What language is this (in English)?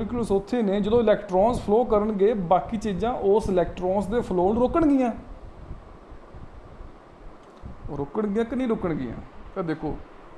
Punjabi